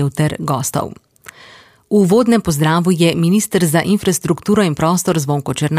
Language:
Slovenian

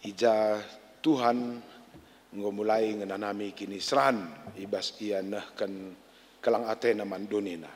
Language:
Batak Karo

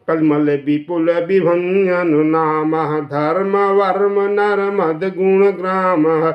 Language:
Awadhi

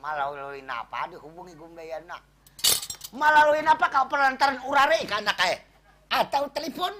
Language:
Banjar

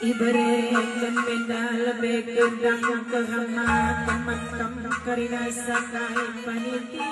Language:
Batak Karo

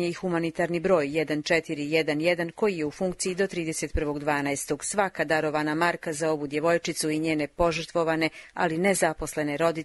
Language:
Bosnian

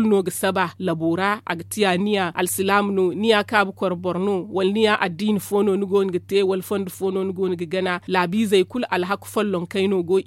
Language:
Zarma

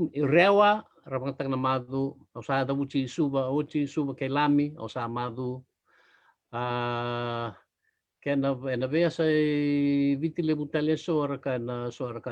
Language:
Fijian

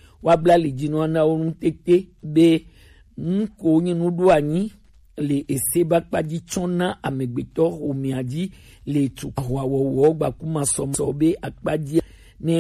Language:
Gen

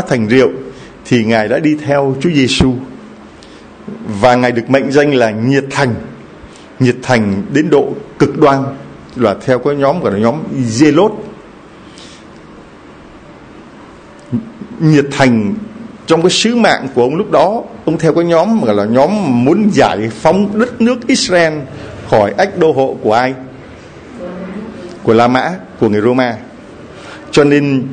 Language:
Vietnamese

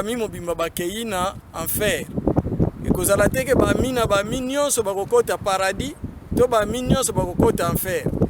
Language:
Lingala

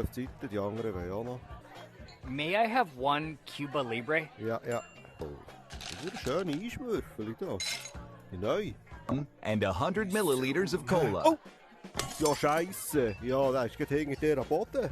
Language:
Swiss German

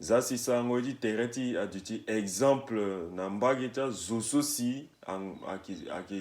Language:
Sango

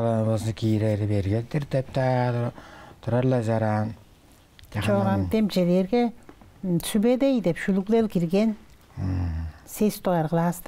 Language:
Tuvinian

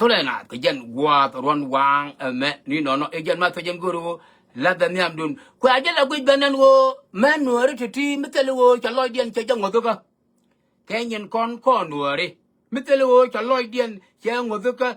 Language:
Nuer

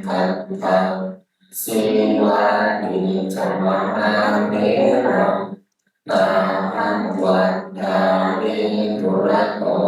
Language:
Pali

